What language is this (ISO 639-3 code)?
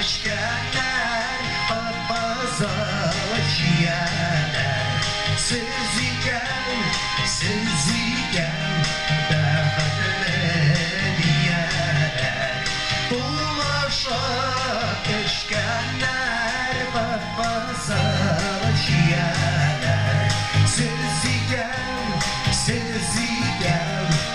bak